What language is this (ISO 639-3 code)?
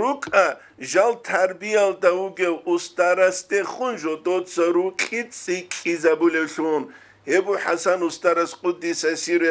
ava